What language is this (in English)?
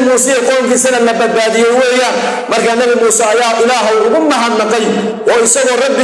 Somali